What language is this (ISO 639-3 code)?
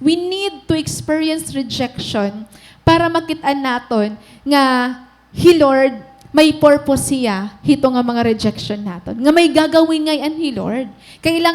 war